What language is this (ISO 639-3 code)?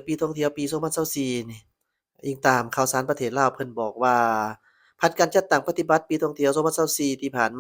lao